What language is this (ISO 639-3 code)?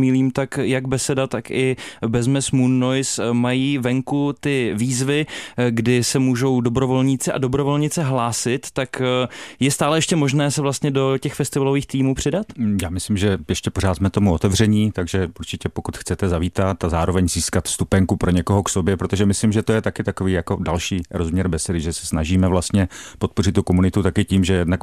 ces